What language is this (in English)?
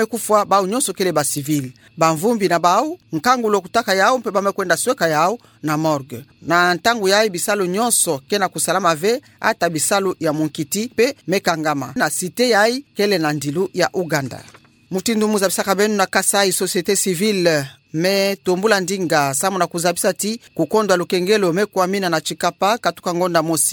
Kituba (Democratic Republic of Congo)